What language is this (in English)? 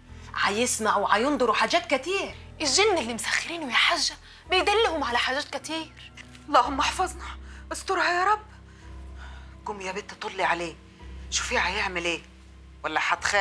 Egyptian Arabic